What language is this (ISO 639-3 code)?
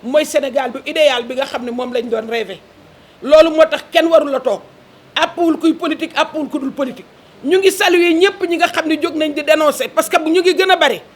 wol